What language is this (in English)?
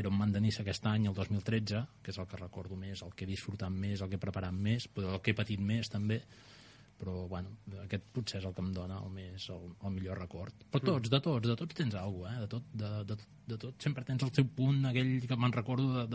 Catalan